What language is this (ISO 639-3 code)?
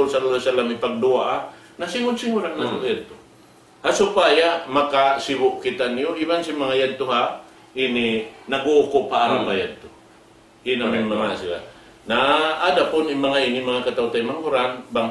tsg